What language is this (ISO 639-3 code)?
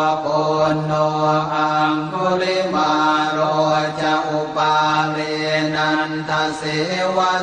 pli